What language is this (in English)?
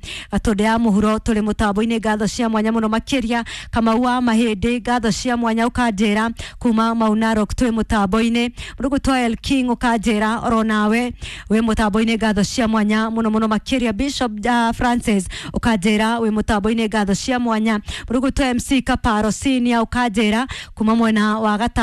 Kikuyu